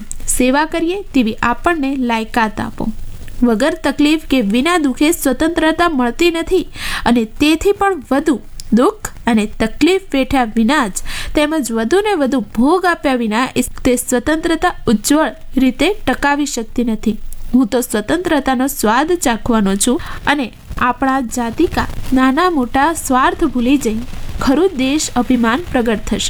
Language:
Gujarati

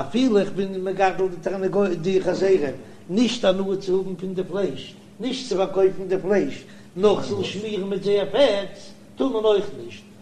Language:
Yiddish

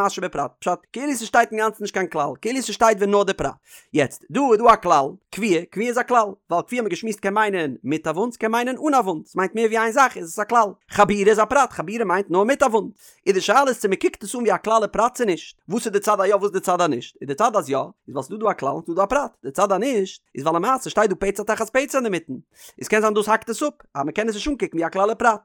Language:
Yiddish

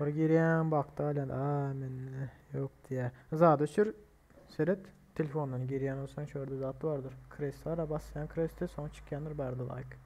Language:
Turkmen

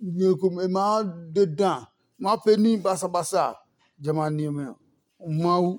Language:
Adangme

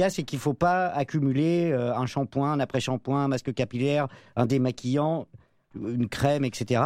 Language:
French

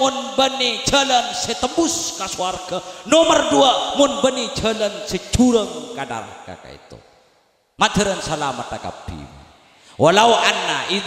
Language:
Madurese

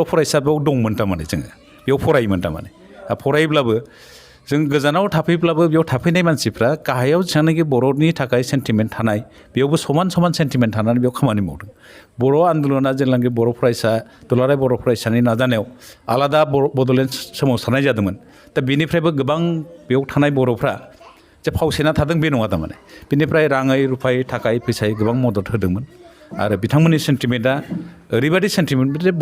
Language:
Bodo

